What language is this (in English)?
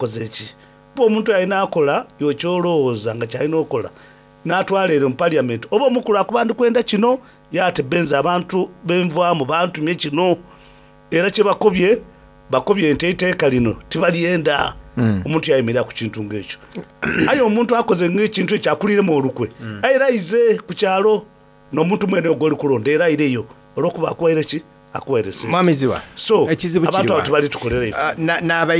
Soga